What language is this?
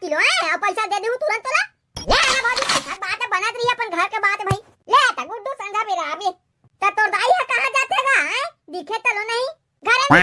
Chhattisgarhi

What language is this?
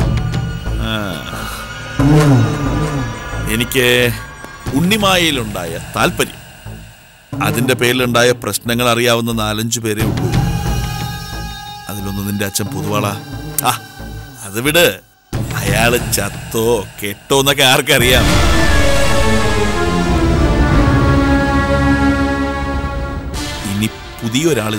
Malayalam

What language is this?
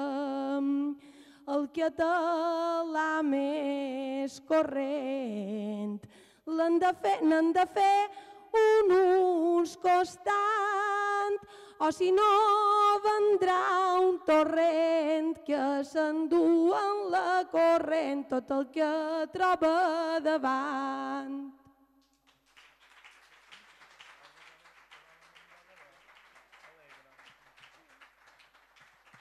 Catalan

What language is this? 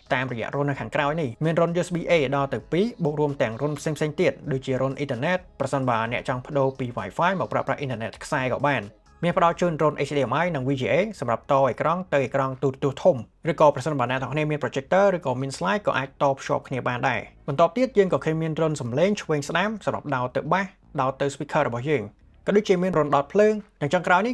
Khmer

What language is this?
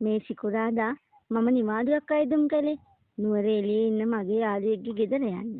Sinhala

